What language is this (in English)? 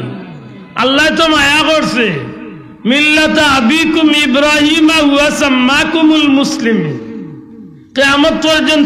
Sylheti